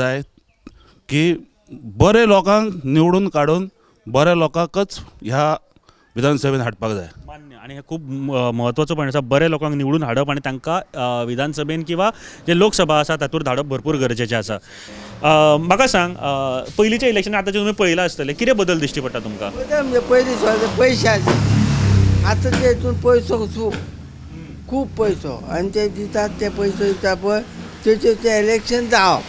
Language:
Konkani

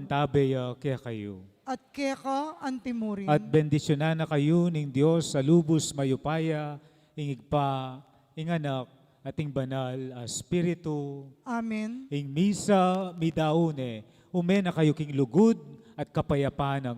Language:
Pampanga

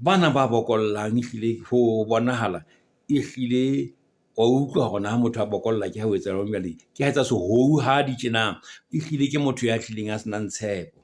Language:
Southern Sotho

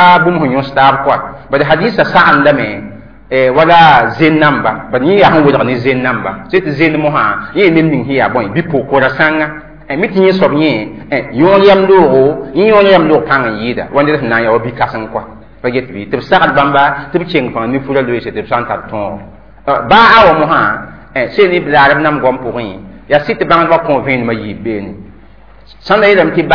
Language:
Mossi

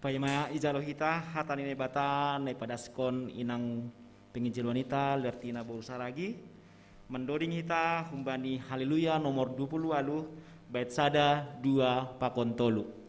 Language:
Batak Simalungun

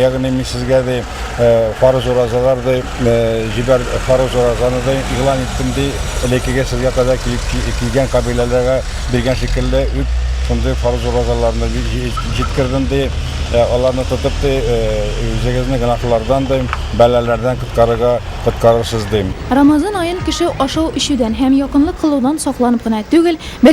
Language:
Tatar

